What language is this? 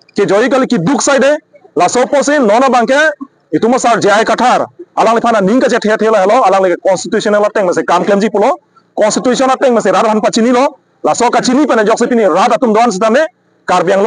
Karbi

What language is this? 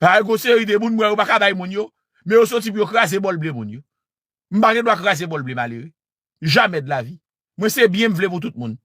Haitian Creole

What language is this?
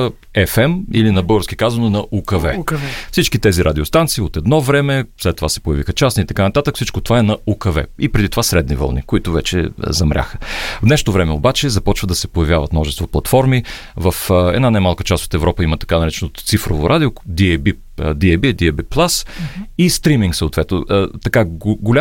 Bulgarian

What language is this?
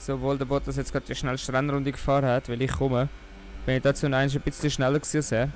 Swiss German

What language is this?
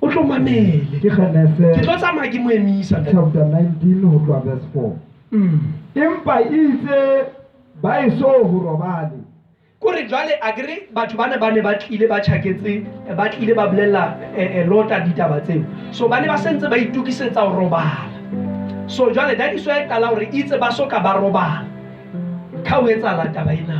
Southern Sotho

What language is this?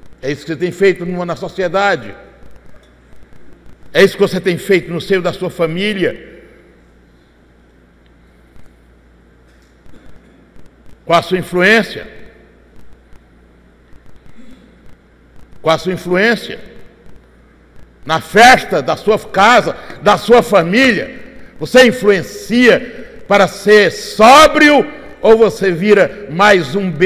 Portuguese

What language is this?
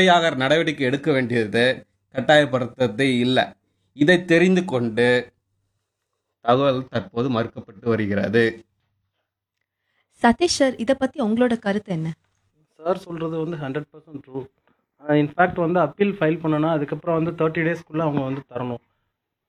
Tamil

